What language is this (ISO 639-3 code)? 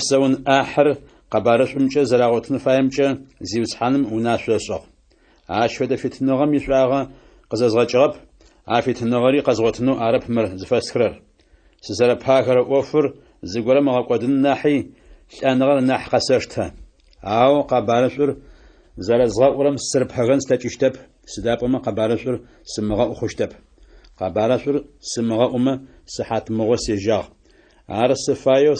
ady